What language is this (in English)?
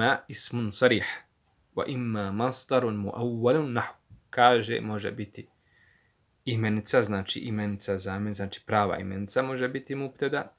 Bosnian